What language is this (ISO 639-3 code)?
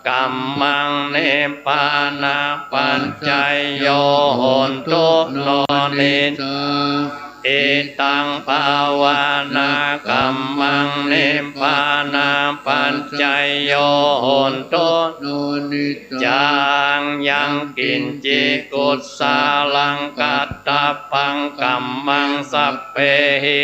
pli